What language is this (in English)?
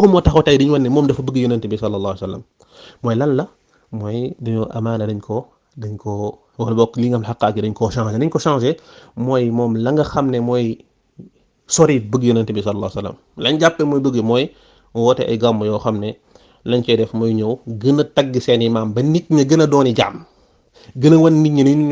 Wolof